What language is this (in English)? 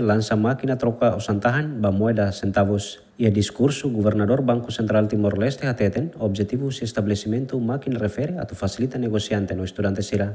Tetum